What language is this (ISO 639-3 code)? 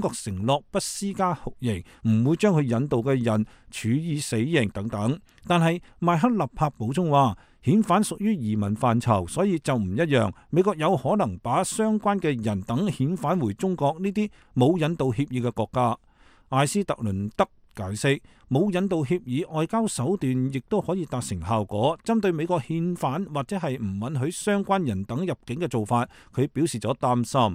yue